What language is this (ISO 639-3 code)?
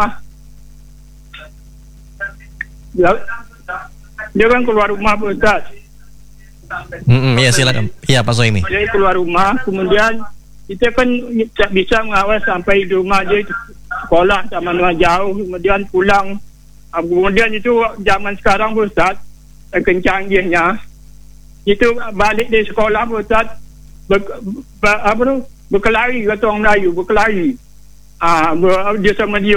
ind